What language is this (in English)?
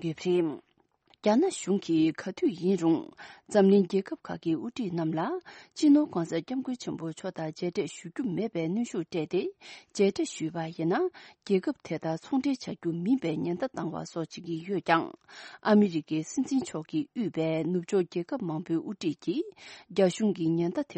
Tibetan